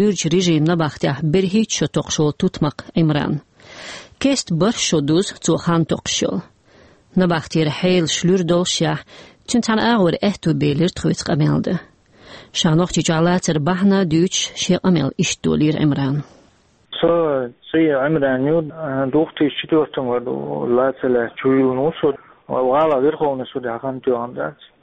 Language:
Chechen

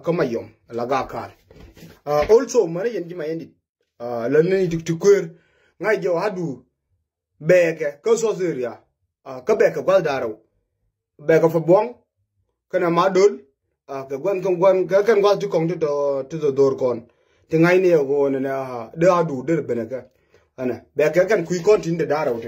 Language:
Nuer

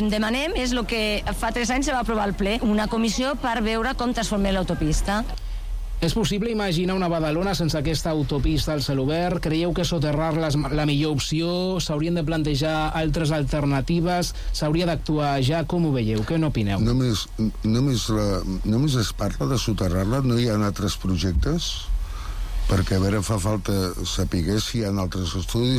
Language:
Catalan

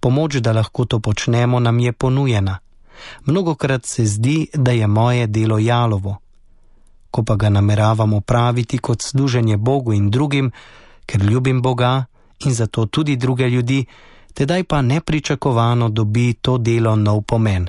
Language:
Slovenian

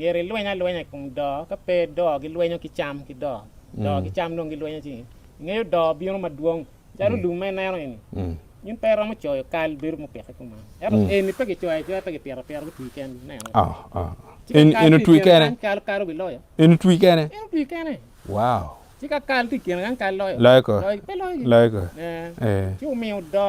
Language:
Acoli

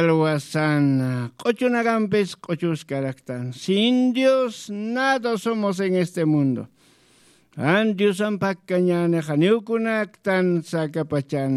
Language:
Aymara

